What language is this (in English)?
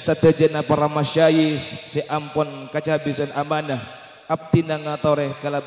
Madurese